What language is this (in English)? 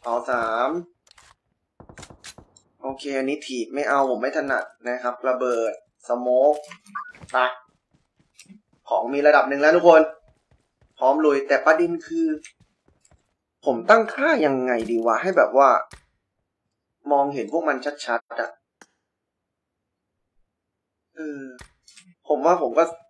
Thai